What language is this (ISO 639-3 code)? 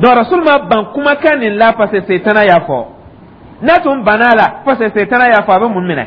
dyu